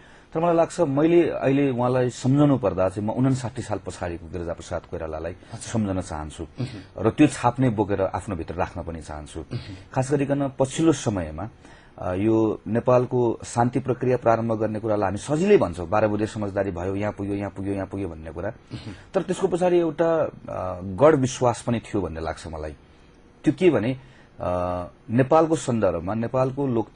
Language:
Nepali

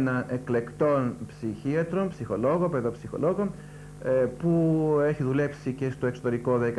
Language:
Greek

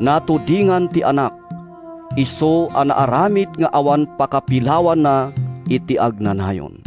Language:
Iloko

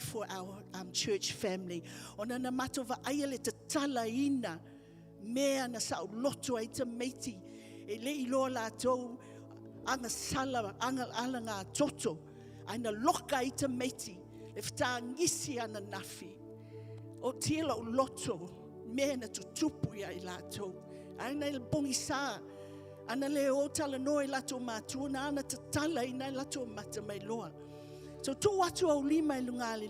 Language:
Samoan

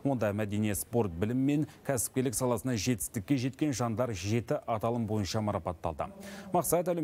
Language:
Kazakh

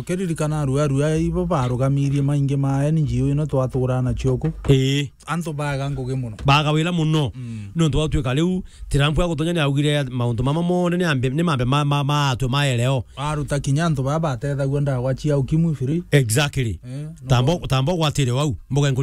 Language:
Meru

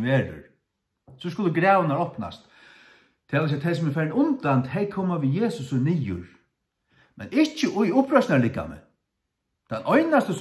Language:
Faroese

